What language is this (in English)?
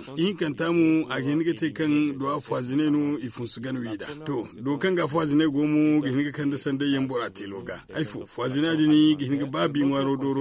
Zarma